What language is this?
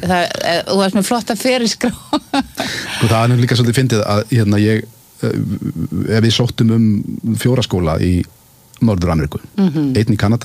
Icelandic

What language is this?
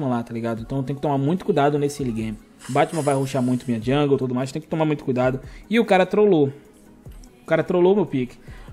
Portuguese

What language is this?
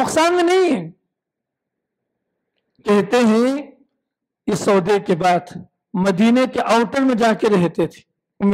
Urdu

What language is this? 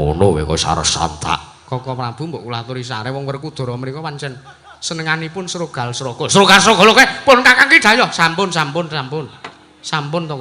Javanese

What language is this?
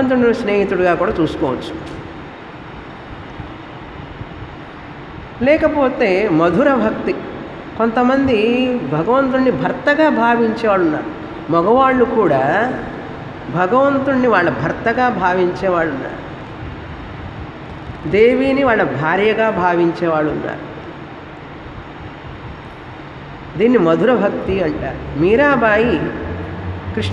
Telugu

